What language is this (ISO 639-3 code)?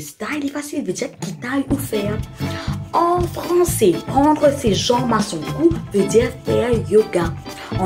mfe